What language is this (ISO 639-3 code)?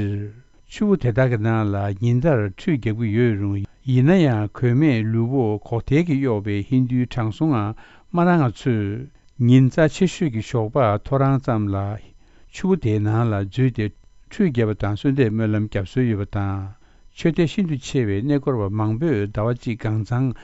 bod